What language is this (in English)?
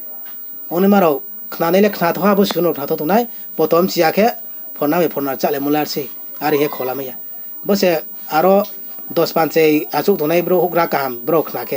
Riang (India)